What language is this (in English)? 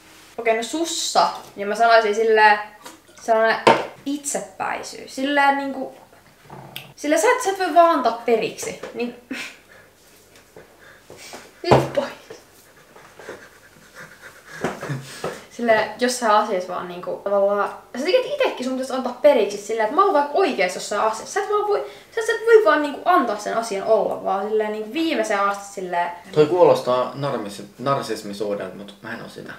Finnish